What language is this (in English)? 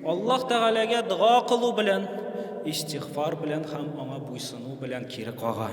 Tatar